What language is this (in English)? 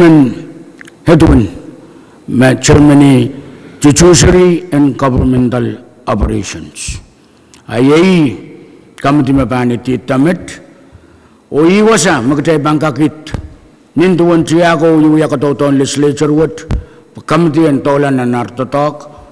Pohnpeian